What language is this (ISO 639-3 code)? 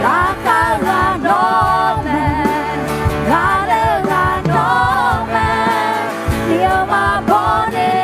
ahk